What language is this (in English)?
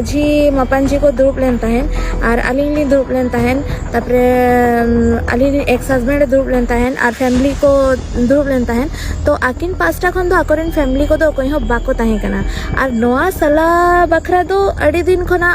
Santali